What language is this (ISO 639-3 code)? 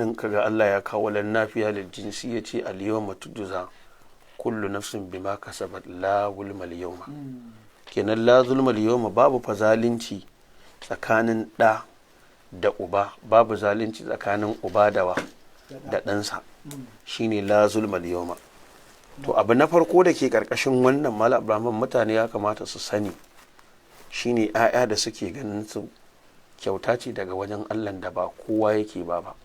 hau